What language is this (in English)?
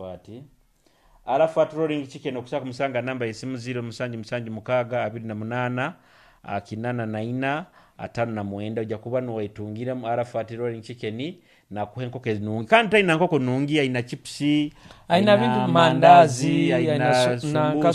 Nyoro